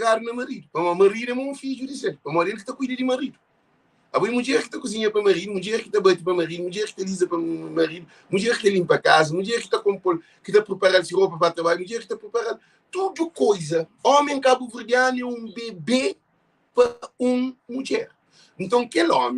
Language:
Kabuverdianu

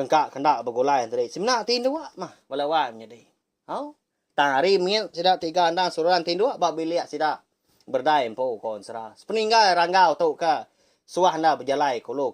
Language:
Iban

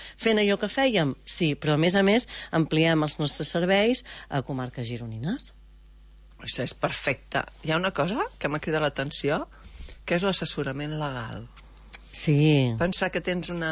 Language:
Catalan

